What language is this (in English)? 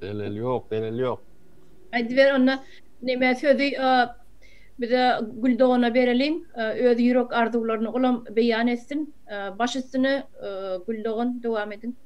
Turkmen